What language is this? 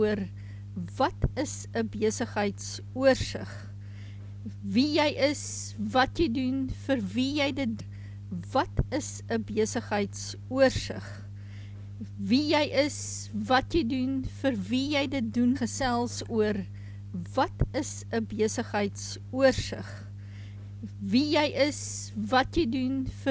Afrikaans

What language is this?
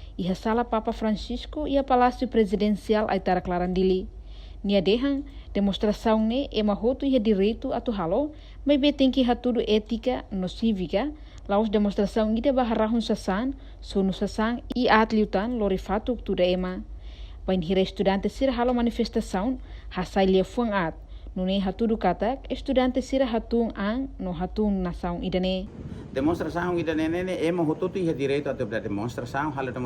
Tetum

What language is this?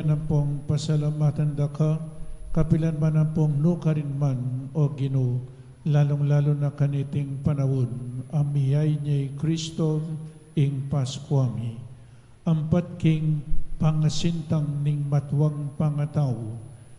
Pampanga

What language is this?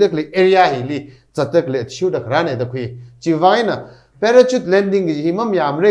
Tangkhul Naga (India)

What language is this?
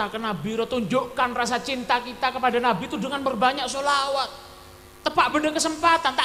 Madurese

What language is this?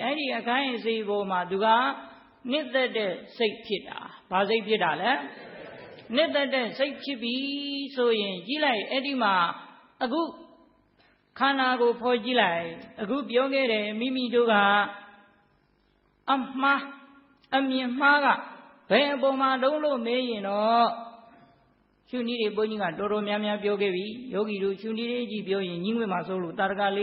Burmese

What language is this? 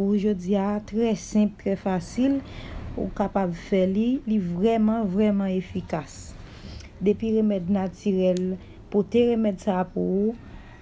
Haitian Creole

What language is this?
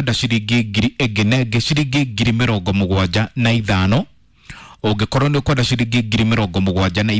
Kikuyu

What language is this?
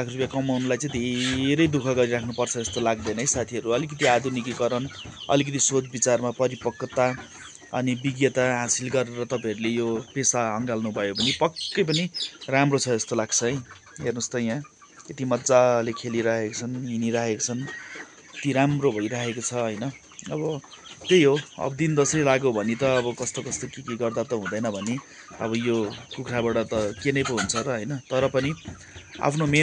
Nepali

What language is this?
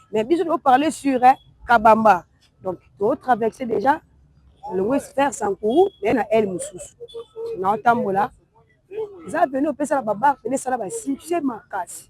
Lingala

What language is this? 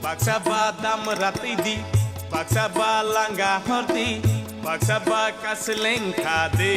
Kok Borok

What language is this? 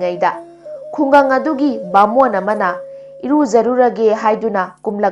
Manipuri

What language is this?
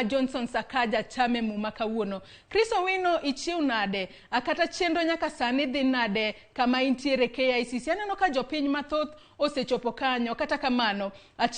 Luo (Kenya and Tanzania)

